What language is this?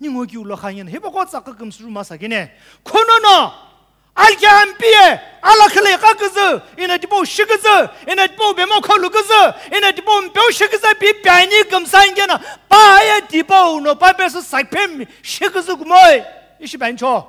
Sumi Naga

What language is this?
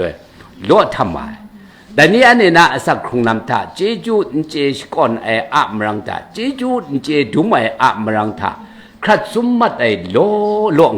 Kachin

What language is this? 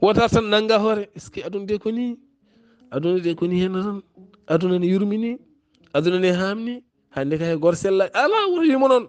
Fula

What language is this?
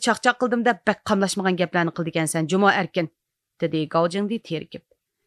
Uyghur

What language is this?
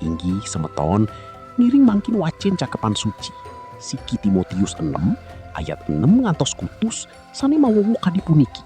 Balinese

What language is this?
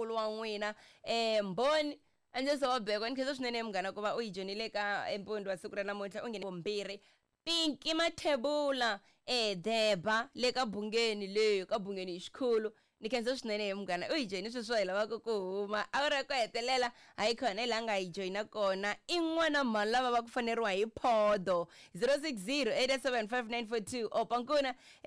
Tsonga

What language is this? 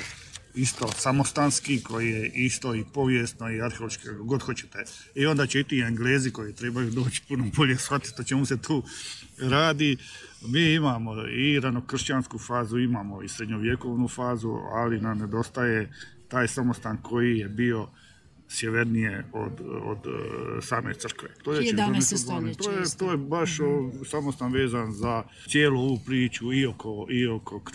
Croatian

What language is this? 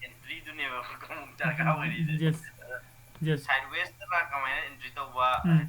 Manipuri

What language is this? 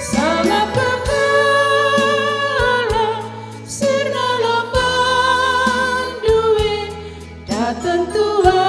Batak Karo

